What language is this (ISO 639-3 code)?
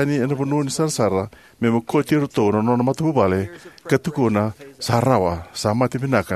fij